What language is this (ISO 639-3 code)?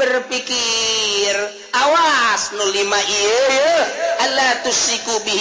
sun